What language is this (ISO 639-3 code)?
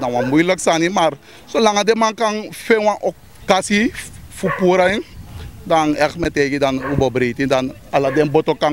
srn